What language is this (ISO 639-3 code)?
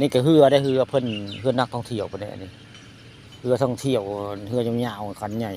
tts